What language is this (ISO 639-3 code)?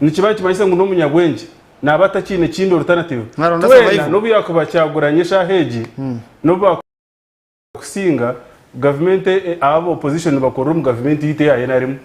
nyn